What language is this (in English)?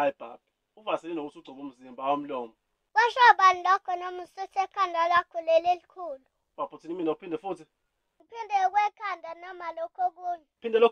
Zulu